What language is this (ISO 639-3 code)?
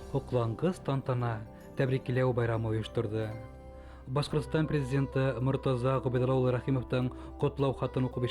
bak